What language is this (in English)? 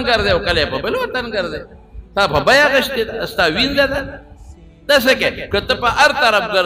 Pashto